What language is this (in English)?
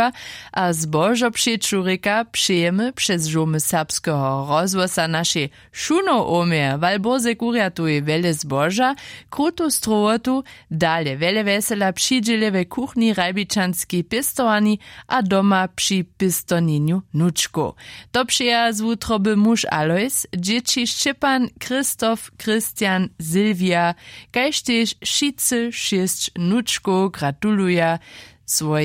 Upper Sorbian